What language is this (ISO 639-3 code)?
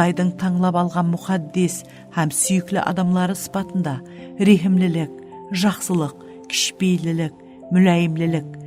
kaa